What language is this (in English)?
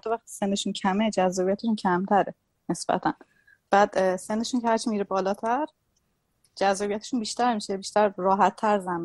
Persian